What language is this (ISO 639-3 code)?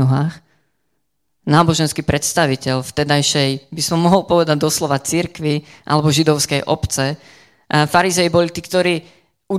slk